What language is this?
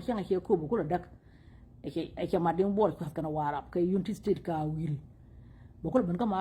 Nuer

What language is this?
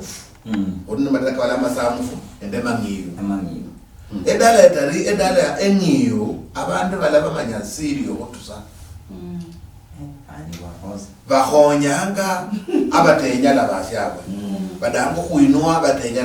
Luyia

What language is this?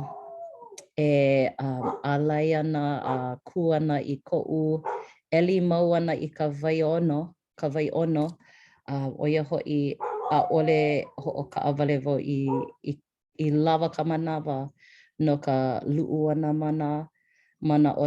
Hawaiian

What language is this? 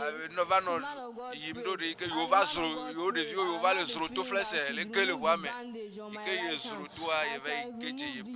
Ewe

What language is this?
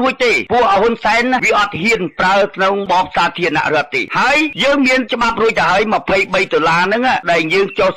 Khmer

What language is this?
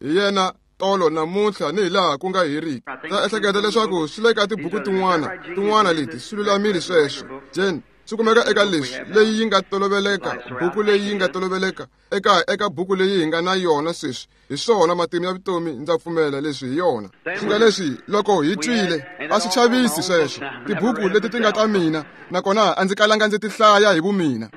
Tsonga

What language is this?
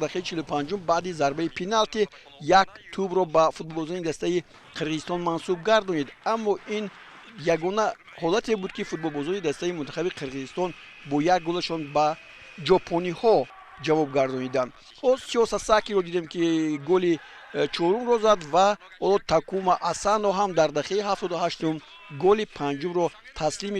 Tajik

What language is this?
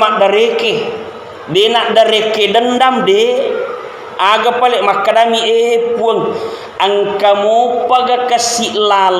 Buginese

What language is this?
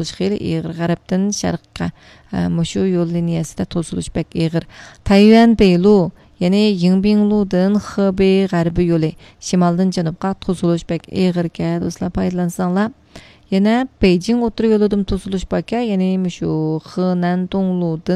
Uyghur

